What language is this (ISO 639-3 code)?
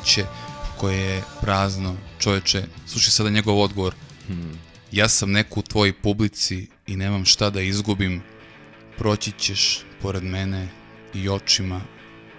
srp